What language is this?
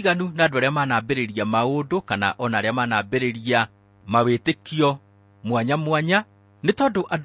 Kikuyu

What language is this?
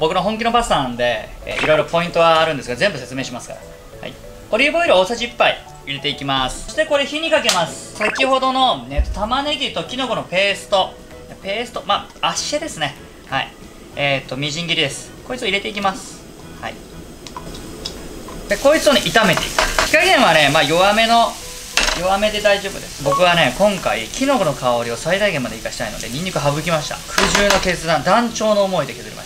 Japanese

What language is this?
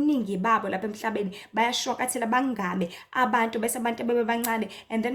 Zulu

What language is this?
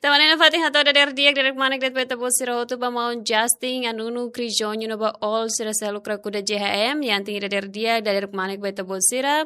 Tetum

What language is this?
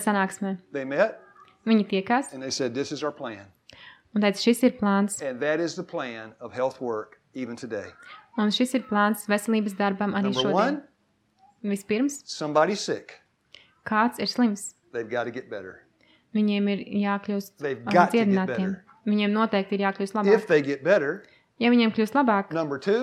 Latvian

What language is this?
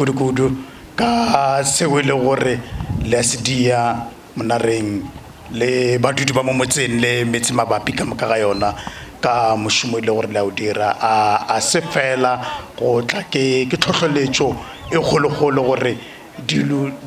Northern Sotho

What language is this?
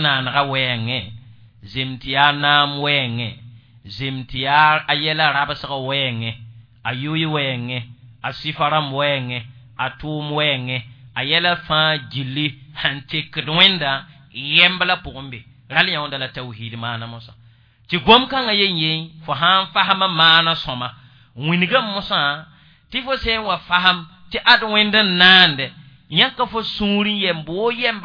Mossi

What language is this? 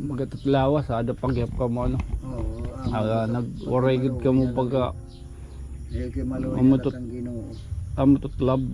Waray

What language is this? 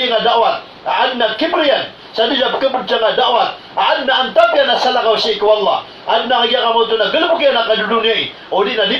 Maranao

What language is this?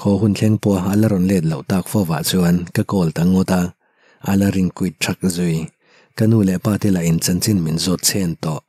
Mizo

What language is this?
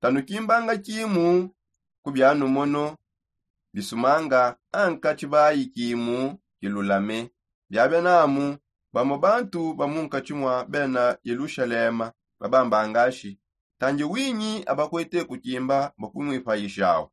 Songe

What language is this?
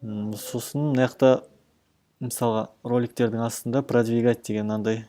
Kazakh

